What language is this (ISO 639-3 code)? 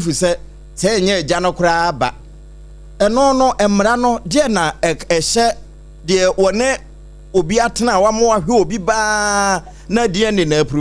aka